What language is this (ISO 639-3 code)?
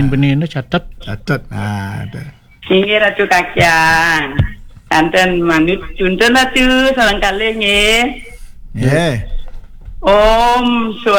ban